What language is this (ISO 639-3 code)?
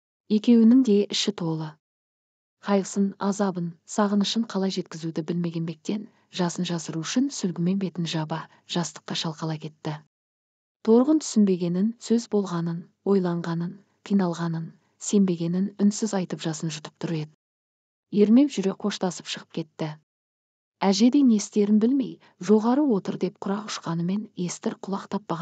kaz